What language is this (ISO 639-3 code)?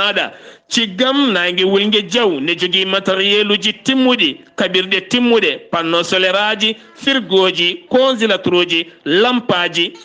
ful